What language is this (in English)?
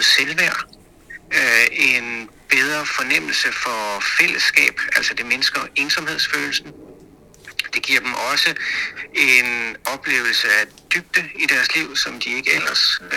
Danish